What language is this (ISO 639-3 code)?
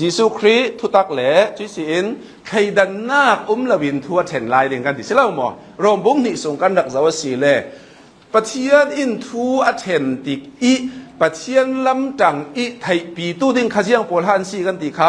cnh